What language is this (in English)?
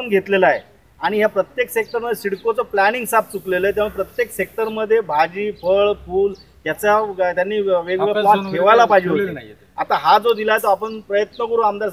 Marathi